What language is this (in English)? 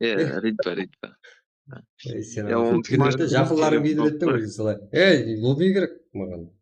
Kara-Kalpak